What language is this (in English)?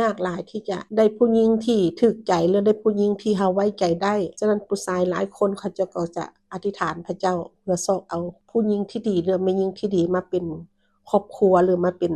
Lao